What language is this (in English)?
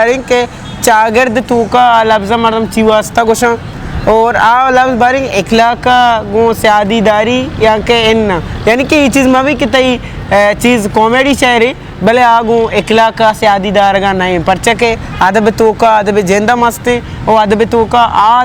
Eastern Balochi